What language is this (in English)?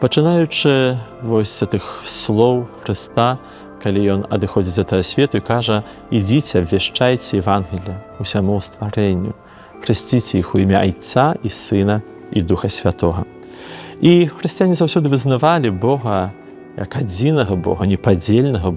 Belarusian